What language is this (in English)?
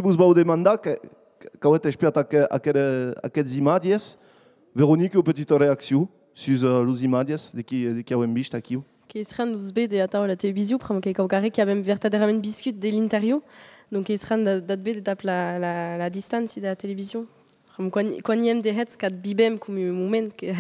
Occitan